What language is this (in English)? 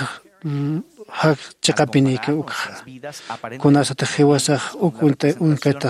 Aymara